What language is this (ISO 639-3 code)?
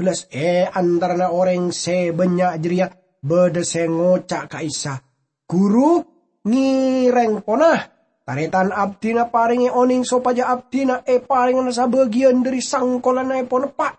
mad